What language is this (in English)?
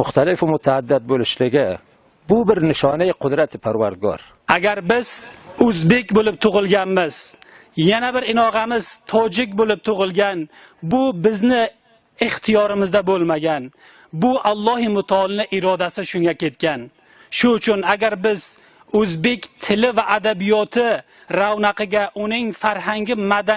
Uzbek